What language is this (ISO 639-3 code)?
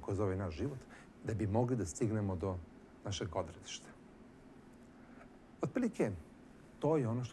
srp